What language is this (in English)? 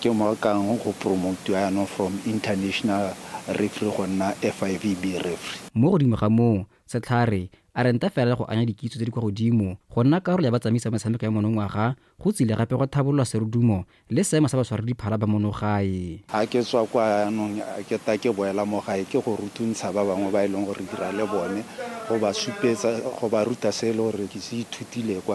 Tswana